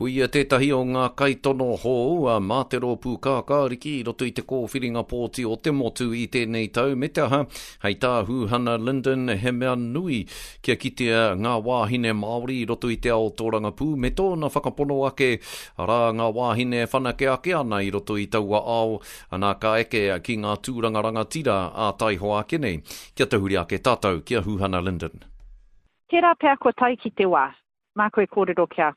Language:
Māori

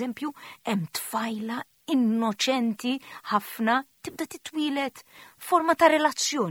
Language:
Maltese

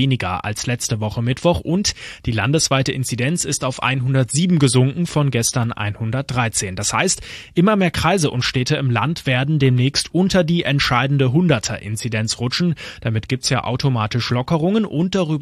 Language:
German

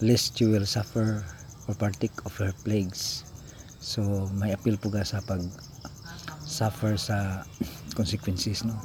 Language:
Cebuano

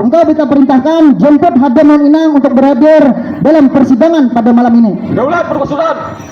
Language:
Banjar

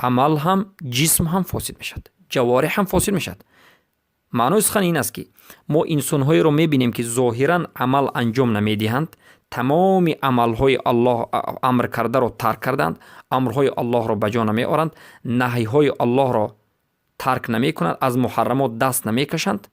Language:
Persian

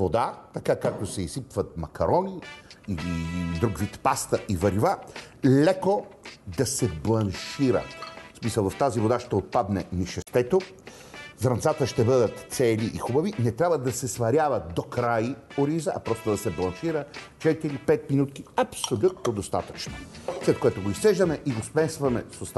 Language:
Bulgarian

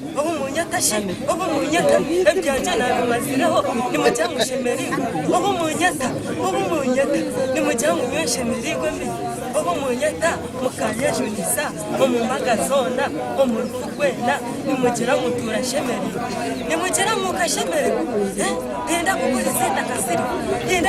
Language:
Nyankole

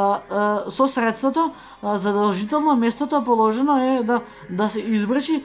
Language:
Macedonian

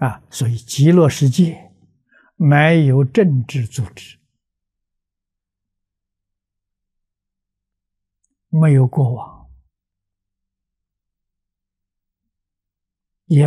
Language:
Chinese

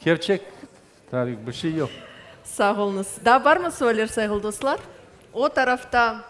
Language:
Crimean Tatar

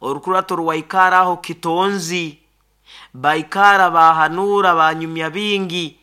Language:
Nyoro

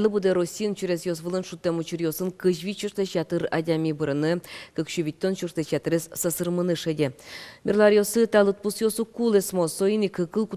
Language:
Udmurt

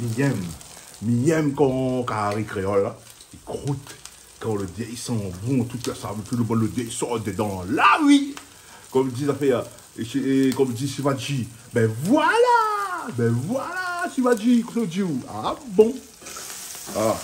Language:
Réunion Creole French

